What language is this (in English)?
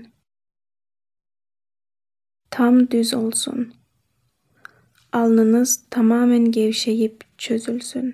Turkish